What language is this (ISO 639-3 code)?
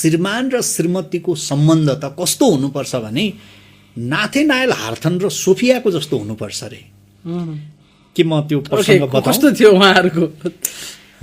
nep